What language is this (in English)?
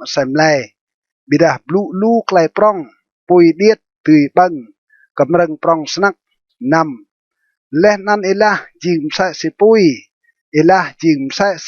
Rade